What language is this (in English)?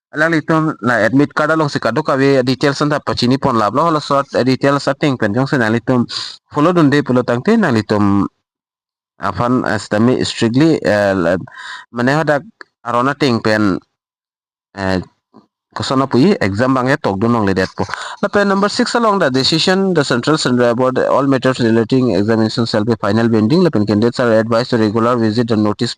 Karbi